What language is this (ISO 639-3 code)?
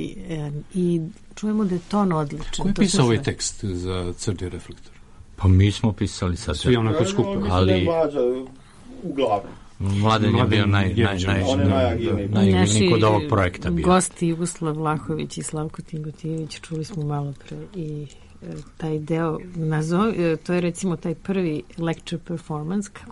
srp